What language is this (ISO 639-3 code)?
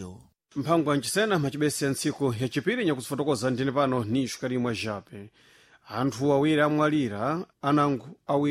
seh